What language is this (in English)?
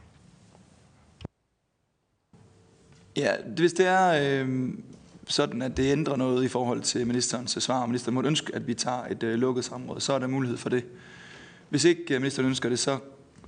Danish